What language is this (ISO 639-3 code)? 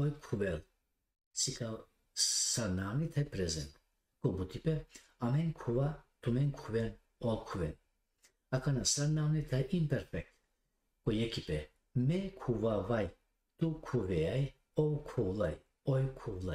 rmn